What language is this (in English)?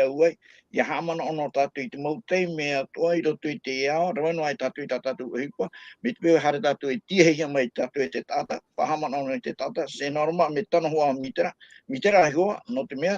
Tahitian